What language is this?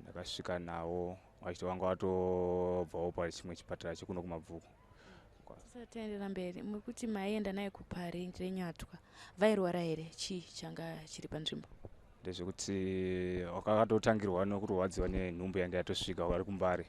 Shona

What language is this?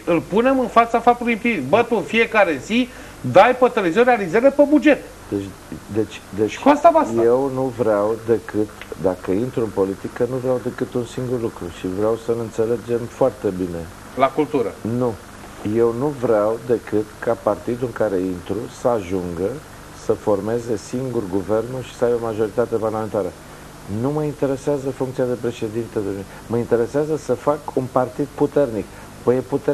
Romanian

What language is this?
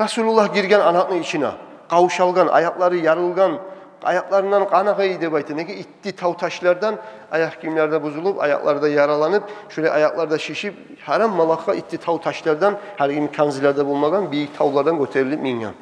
Kumyk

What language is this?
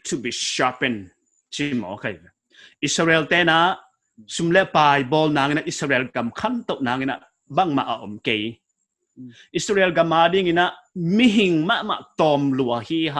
Paite Chin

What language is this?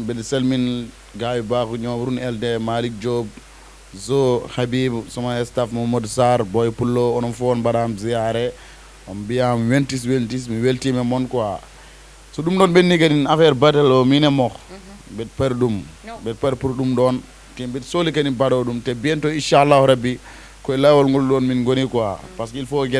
Fula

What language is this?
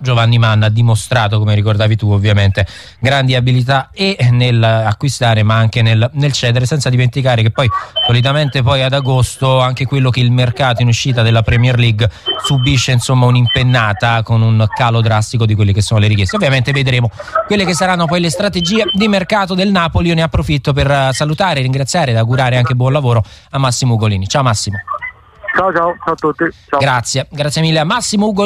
Italian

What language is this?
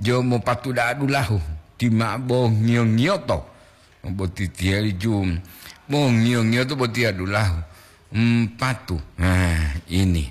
Gorontalo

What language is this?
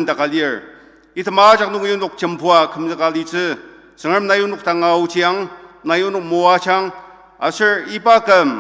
Ao Naga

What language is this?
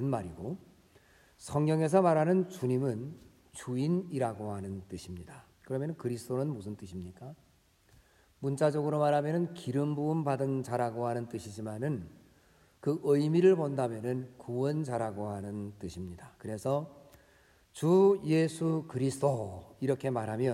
Korean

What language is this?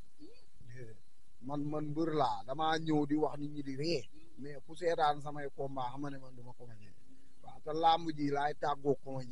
Wolof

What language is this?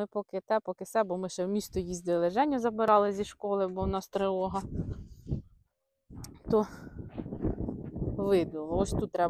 Ukrainian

